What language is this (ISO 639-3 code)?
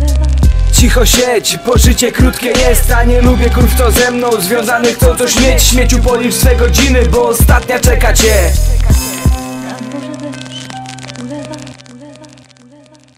pol